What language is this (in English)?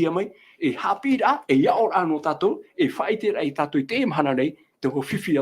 Tahitian